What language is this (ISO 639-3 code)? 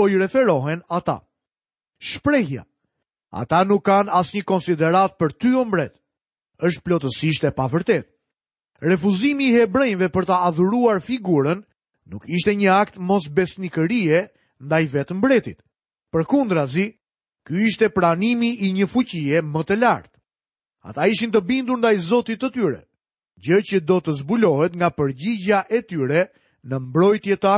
sqi